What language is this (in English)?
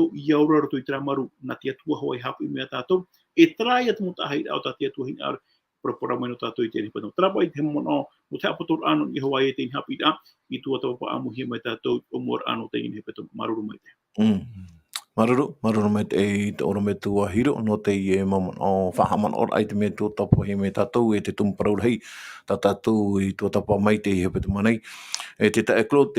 Tahitian